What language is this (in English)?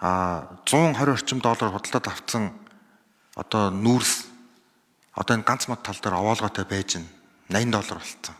Mongolian